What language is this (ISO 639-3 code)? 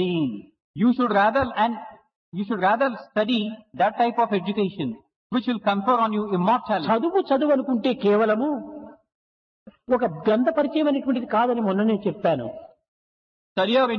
tel